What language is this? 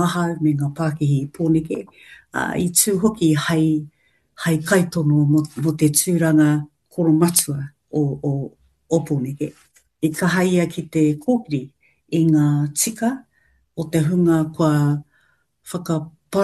Māori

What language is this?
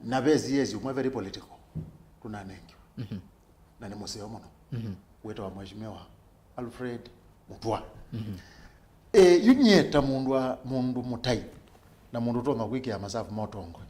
Kamba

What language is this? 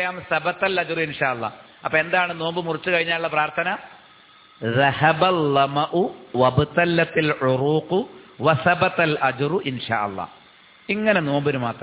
Malayalam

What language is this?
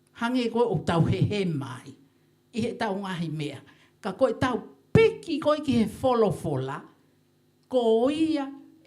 Tongan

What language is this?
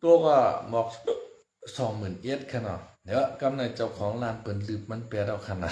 Shan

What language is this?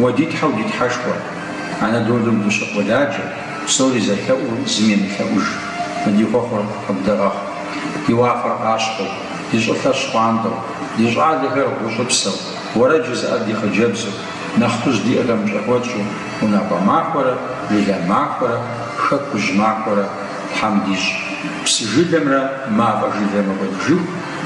Kabardian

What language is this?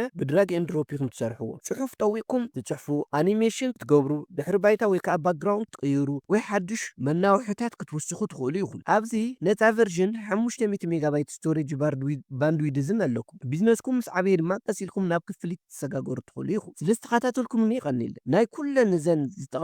Tigrinya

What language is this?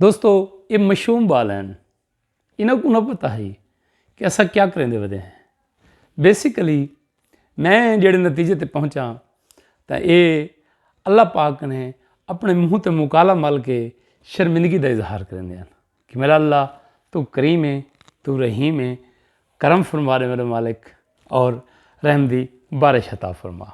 Saraiki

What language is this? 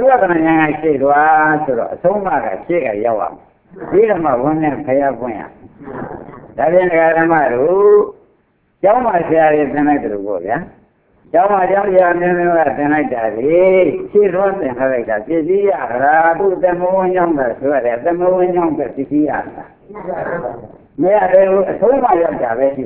Burmese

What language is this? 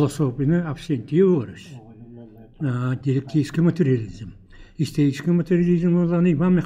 Yakut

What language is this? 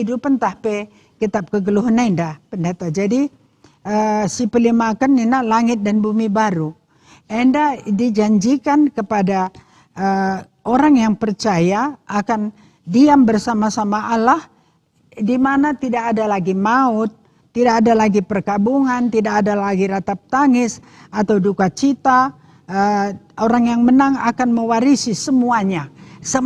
Batak Karo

